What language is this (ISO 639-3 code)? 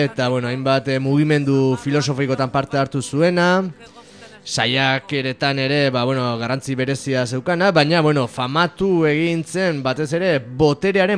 eus